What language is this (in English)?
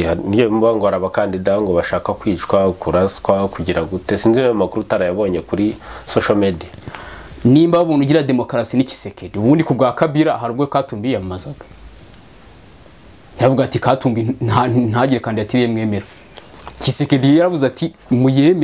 Kinyarwanda